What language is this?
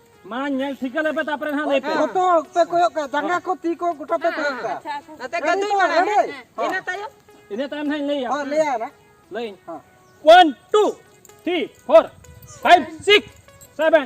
Santali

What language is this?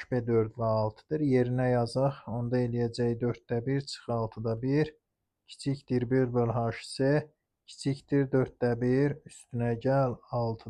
Azerbaijani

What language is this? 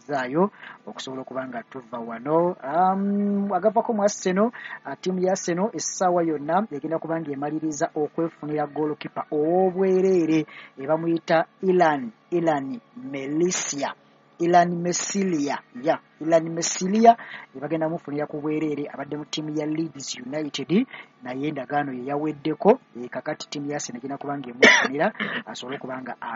Ganda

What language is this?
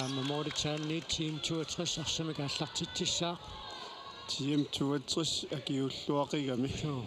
Kalaallisut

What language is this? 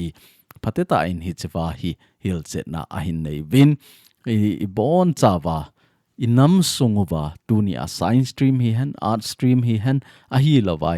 Thado Chin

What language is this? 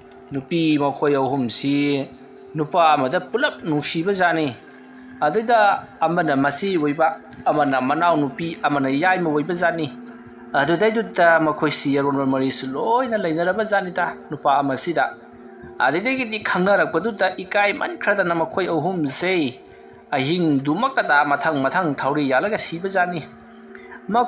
Manipuri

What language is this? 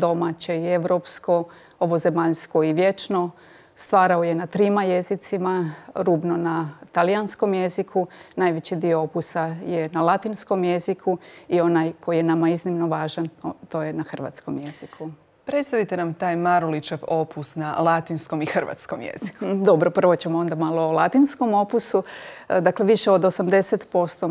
Croatian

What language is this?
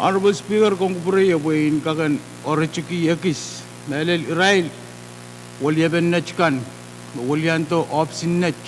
Pohnpeian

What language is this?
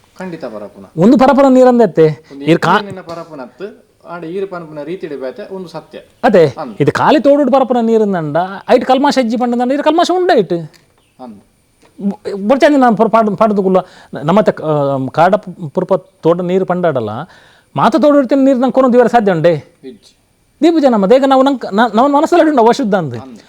Tulu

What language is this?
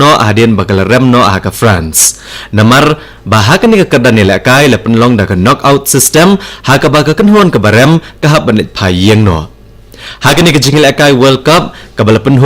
Khasi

